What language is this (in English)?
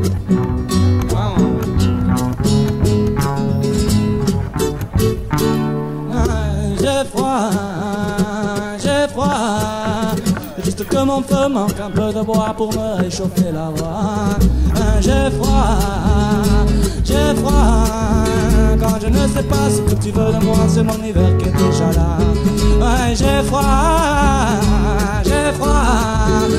French